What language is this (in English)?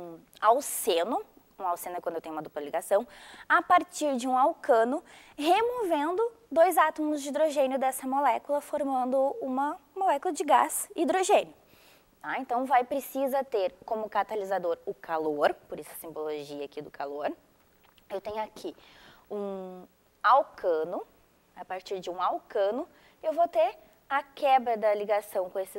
Portuguese